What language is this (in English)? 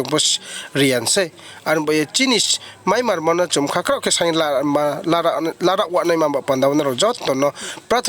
Riang (India)